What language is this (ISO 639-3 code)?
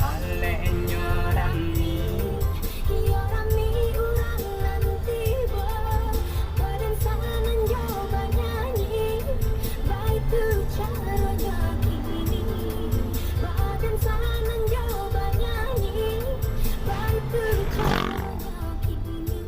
min